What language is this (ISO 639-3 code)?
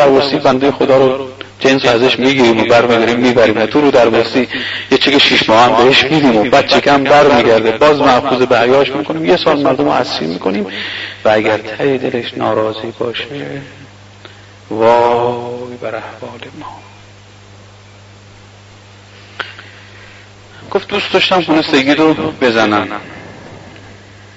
fas